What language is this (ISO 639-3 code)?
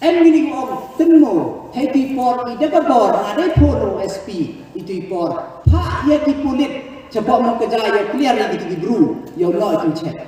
kha